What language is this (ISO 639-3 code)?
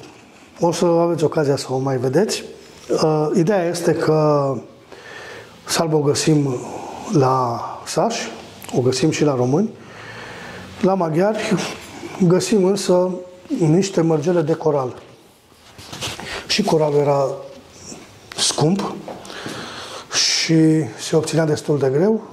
ron